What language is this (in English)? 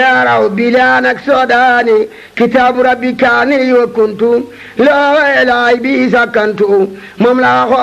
Wolof